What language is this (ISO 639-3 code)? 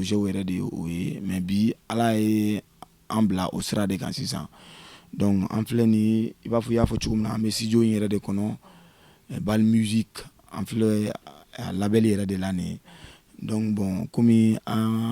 bam